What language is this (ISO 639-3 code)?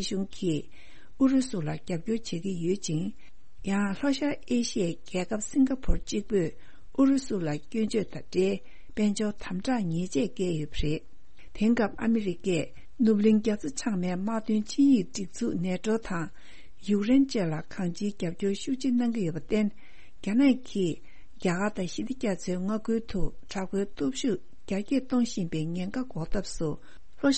bod